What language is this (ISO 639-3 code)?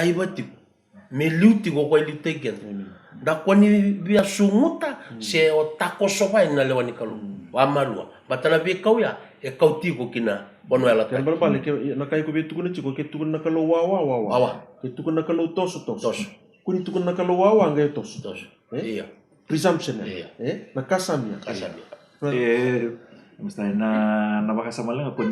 fij